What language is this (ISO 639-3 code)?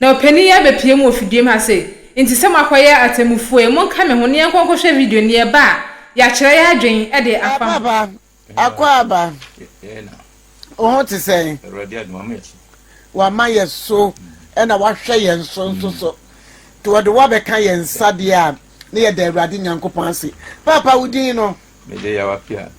aka